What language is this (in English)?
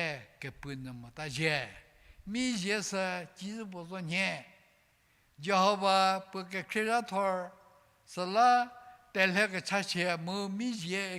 Angami Naga